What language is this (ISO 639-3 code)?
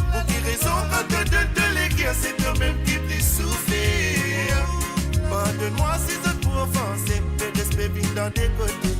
mfe